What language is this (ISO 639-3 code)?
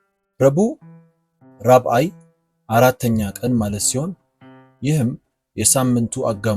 amh